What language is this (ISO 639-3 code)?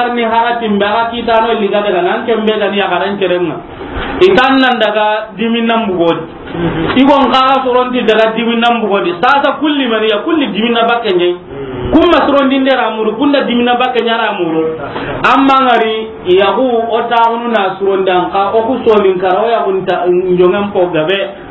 snk